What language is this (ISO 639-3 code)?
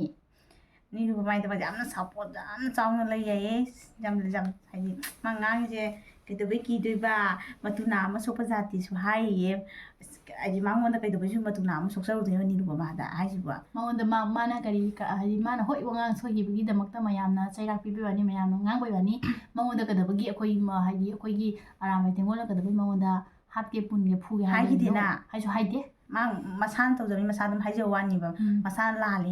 mni